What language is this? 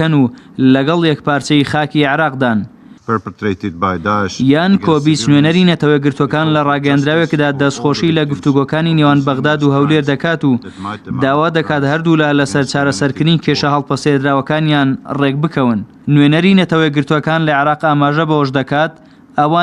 Central Kurdish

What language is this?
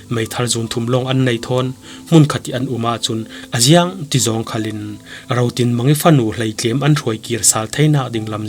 Falam Chin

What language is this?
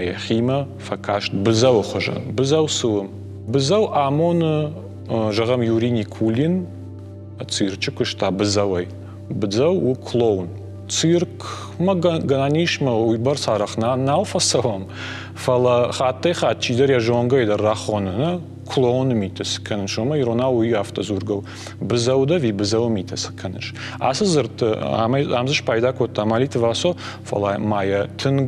Ossetic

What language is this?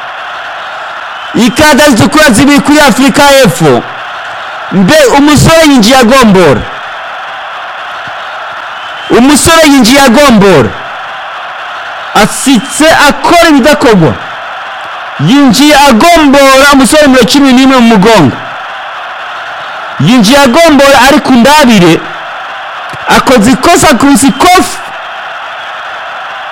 Rundi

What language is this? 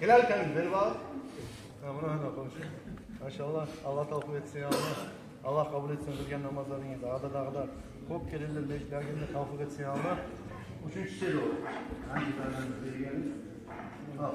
Kumyk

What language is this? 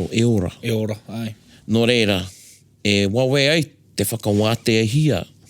Māori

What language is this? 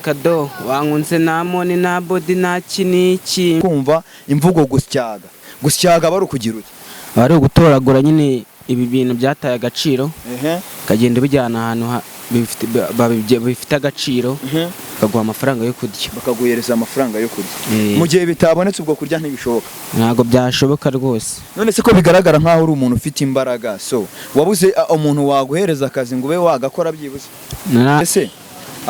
Kinyarwanda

